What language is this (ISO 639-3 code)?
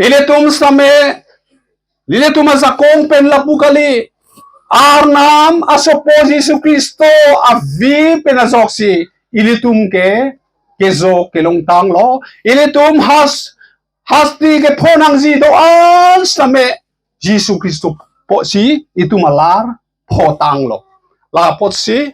mjw